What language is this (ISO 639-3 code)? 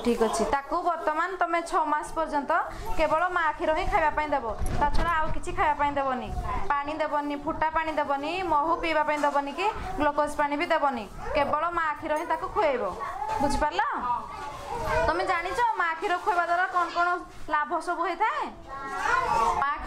ori